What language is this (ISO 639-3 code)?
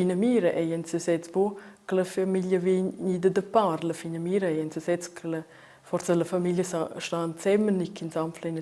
roh